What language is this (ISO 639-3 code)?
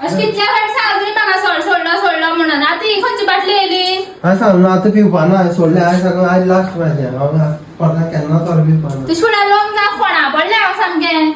kok